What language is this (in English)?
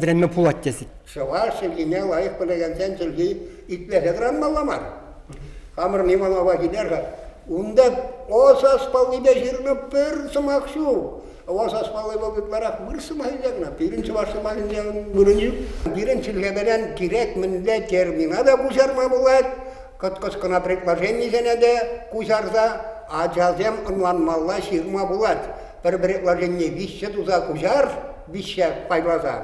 Chuvash